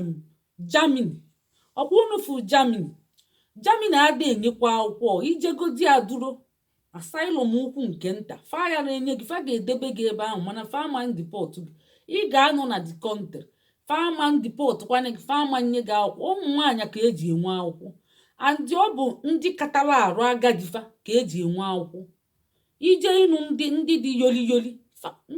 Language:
Igbo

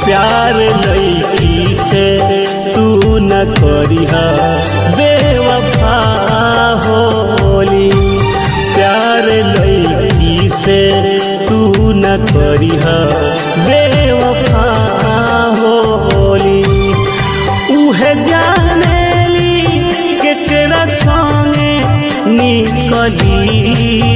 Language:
Bhojpuri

